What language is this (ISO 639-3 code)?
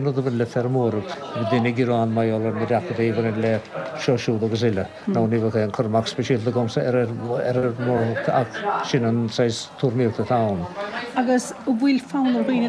gle